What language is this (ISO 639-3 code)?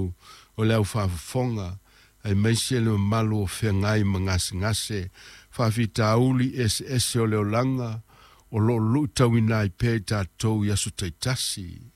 smo